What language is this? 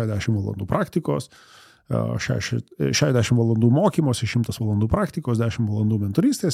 Lithuanian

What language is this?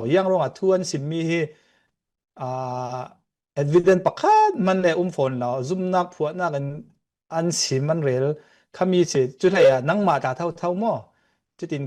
Falam Chin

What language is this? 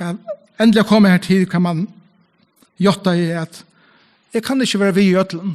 Faroese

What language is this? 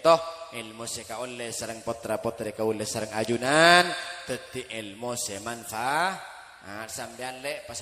Madurese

